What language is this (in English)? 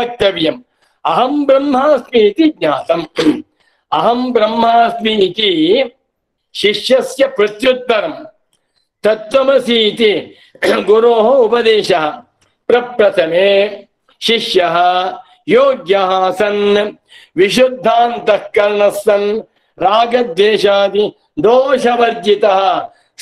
Sanskrit